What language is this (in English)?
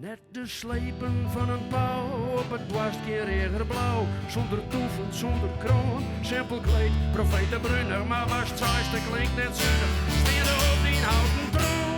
Western Frisian